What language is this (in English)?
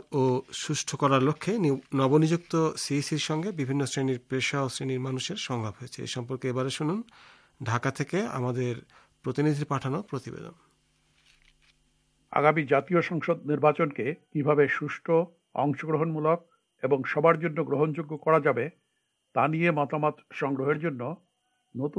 Bangla